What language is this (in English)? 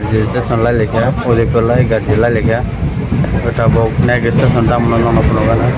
Kok Borok